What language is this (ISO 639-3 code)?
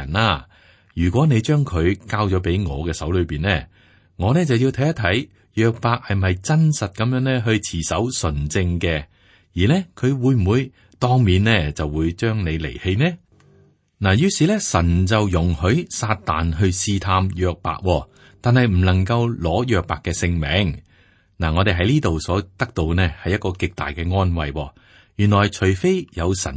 yue